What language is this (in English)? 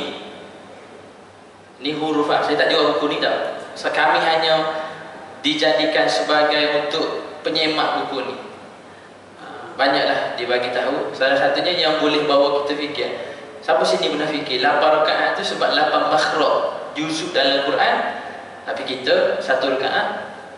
Malay